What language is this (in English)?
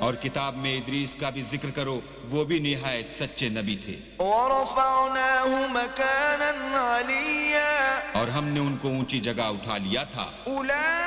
Urdu